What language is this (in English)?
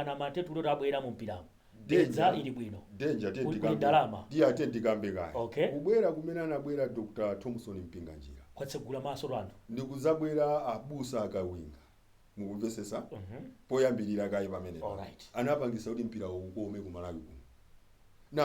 Nyanja